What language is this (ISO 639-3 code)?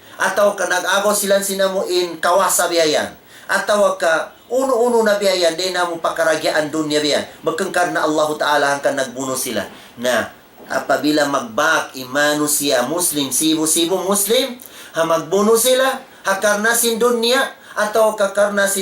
tsg